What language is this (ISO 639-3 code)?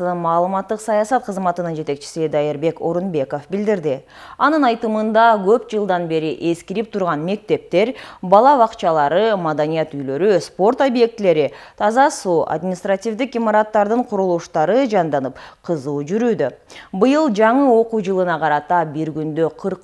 kir